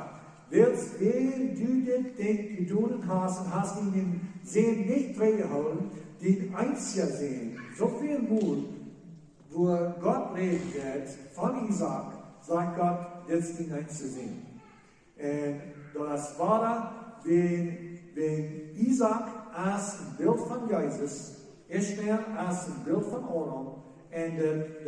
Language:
Plautdietsch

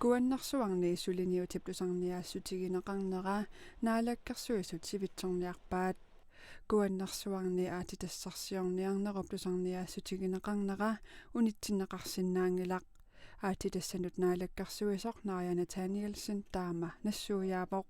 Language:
Kalaallisut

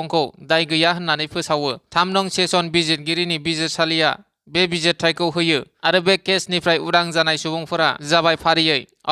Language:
Bodo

